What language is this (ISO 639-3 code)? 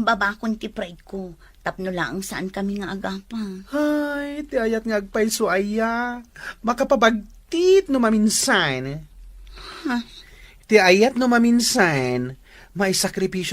ilo